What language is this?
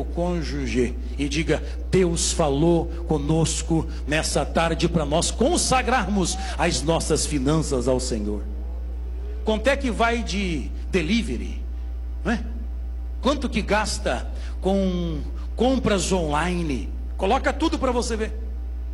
Portuguese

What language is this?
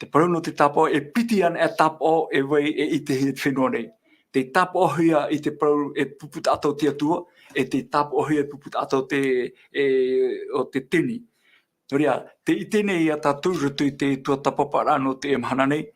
Tahitian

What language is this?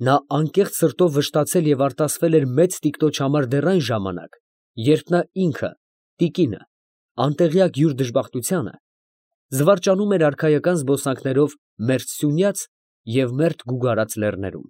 Armenian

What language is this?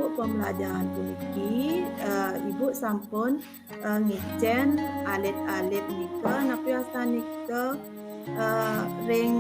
Balinese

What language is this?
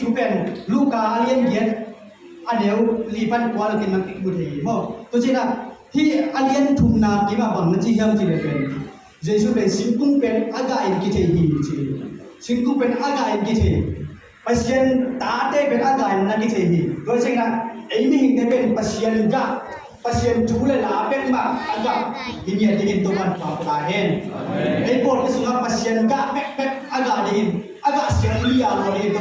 Tedim Chin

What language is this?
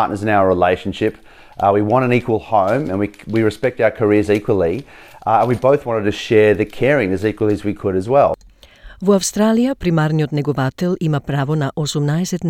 Macedonian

